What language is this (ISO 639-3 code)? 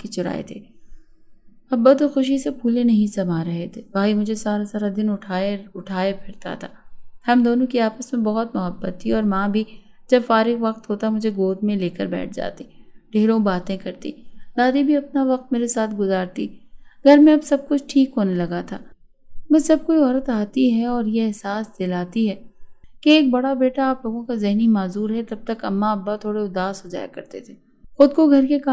urd